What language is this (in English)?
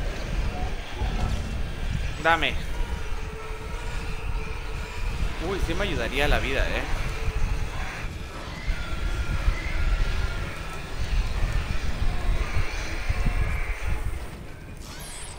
Spanish